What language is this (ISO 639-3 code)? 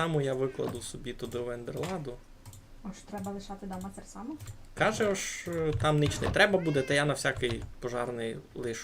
rue